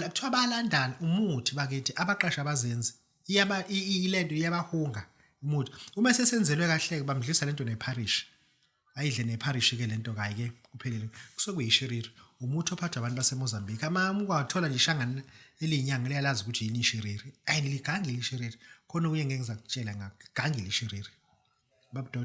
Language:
Zulu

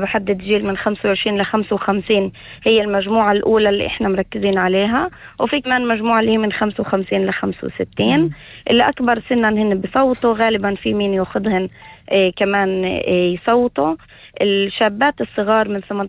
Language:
North Levantine Arabic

